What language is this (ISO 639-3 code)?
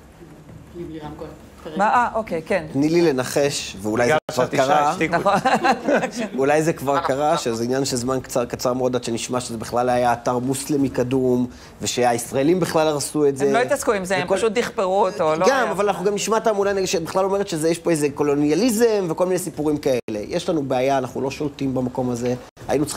heb